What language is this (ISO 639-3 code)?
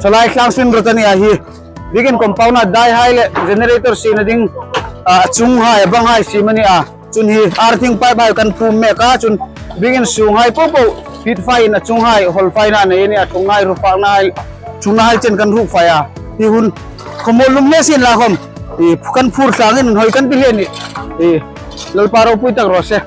hmr